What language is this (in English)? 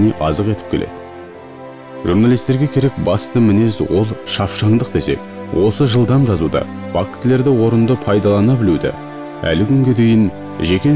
Kazakh